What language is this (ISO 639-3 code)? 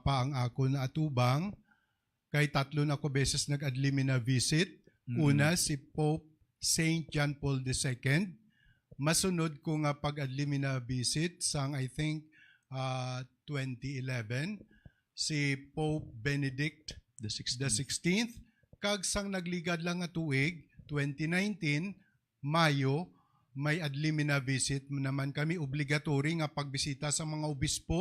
hil